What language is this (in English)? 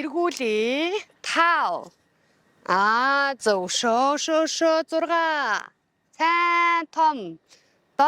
Mongolian